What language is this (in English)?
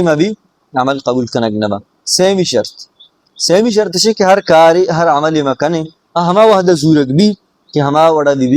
Baluchi